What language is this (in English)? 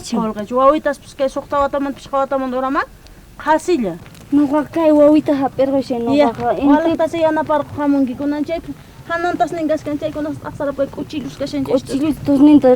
South Bolivian Quechua